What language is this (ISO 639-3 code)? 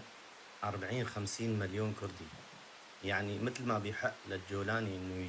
apc